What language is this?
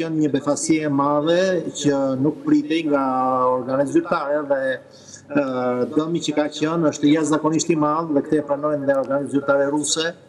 Albanian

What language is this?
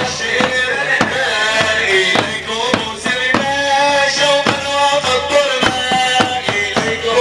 Arabic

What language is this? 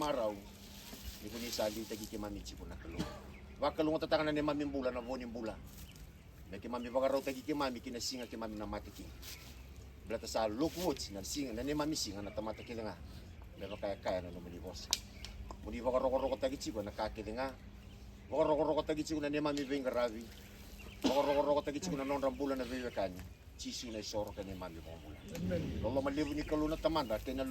Fijian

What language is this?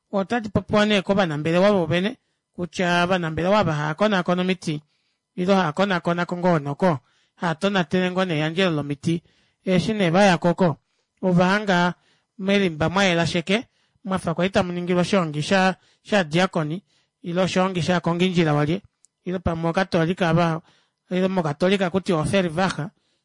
Kuanyama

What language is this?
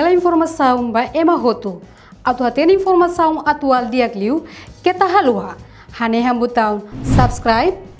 Tetum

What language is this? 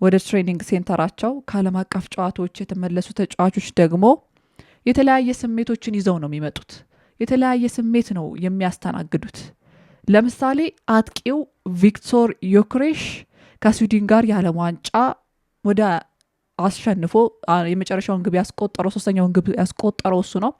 Amharic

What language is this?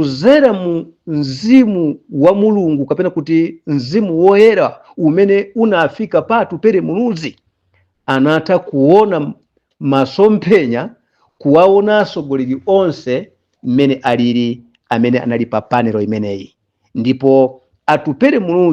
Nyanja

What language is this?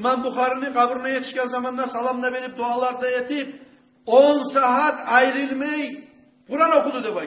Kumyk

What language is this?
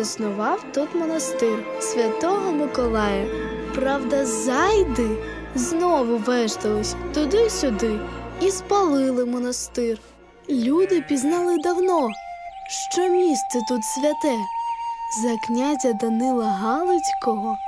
Ukrainian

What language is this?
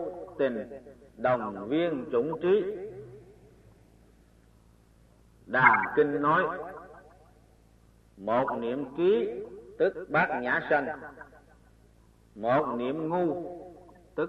Vietnamese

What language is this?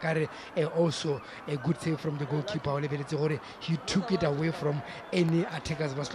Tswana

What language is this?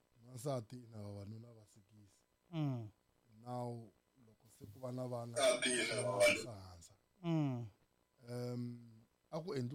Tsonga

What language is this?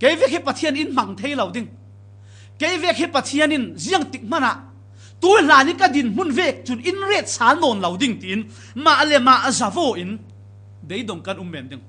Falam Chin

